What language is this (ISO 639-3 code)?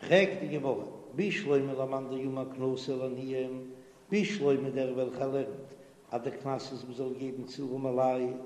yid